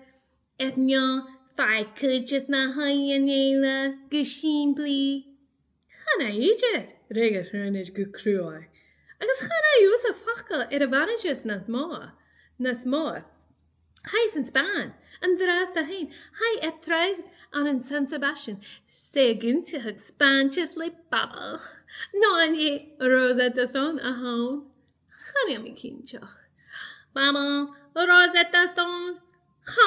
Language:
Scottish Gaelic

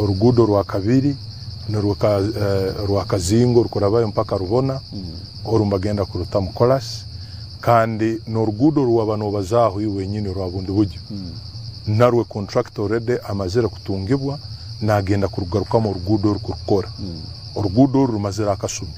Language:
Nyankole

